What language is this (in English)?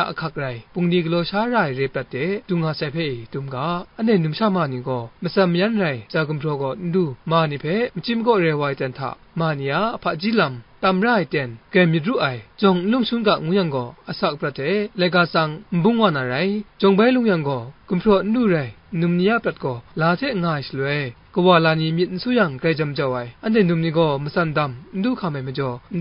Kachin